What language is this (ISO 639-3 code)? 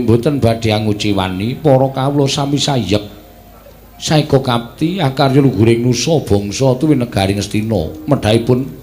jav